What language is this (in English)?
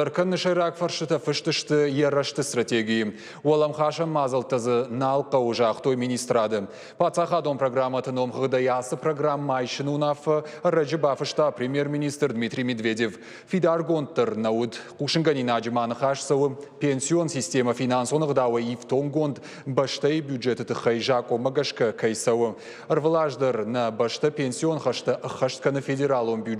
Ossetic